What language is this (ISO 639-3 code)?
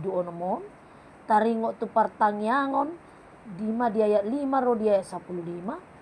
bbc